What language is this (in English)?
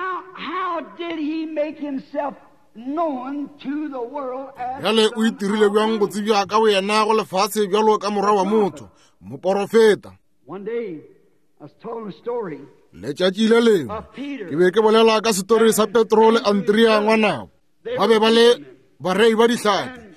Northern Sotho